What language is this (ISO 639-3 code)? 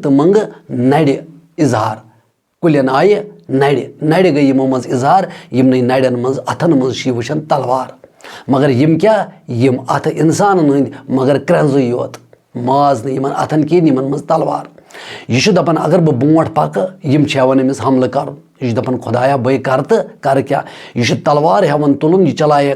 kas